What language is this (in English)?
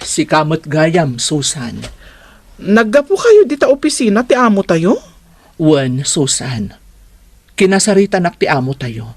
Iloko